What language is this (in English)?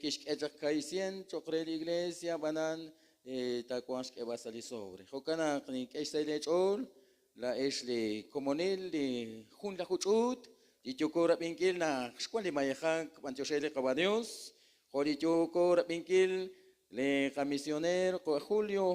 Kekchí